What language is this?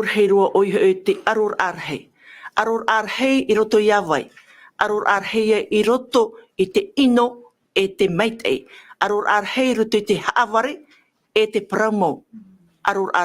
Tahitian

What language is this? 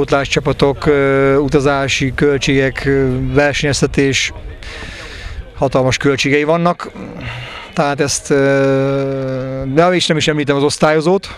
Hungarian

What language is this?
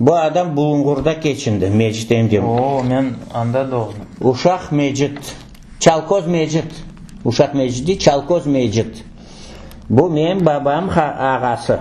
Crimean Tatar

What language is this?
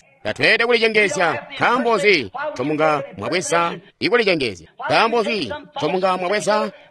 Tonga (Zambia)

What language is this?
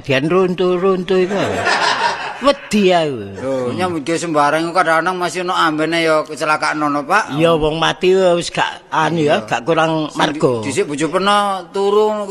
Javanese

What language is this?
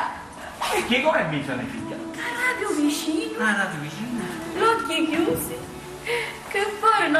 Sicilian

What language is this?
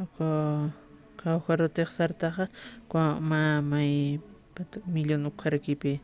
Aymara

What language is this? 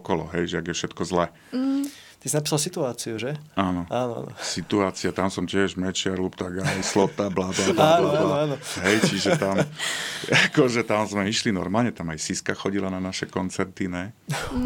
Slovak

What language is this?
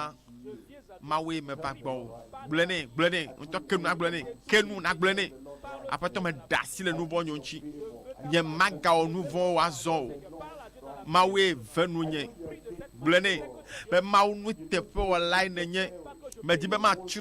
Ewe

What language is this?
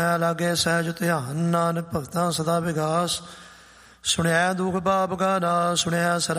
Punjabi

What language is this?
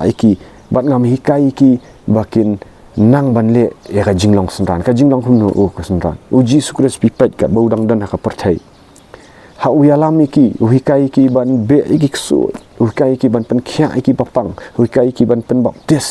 Khasi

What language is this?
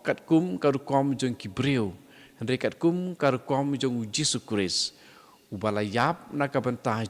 Khasi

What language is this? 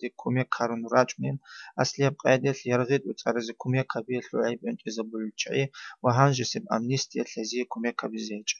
Avaric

